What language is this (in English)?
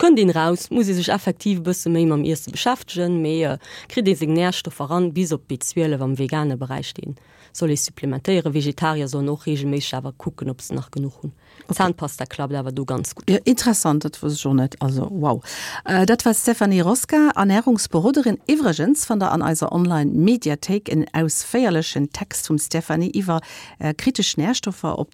Luxembourgish